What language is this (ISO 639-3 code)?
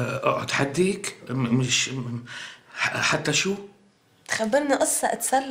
apc